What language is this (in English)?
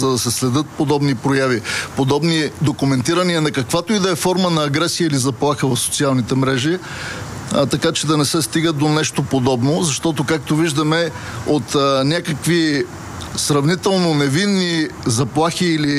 Bulgarian